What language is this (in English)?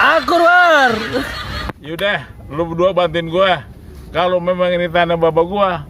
Betawi